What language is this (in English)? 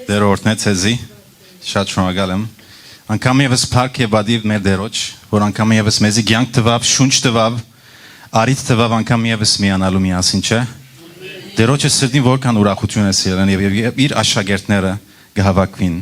Western Armenian